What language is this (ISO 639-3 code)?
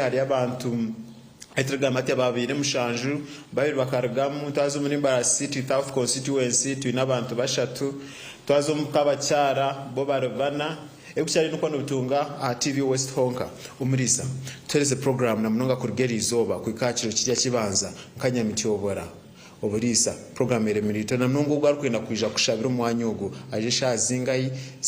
nyn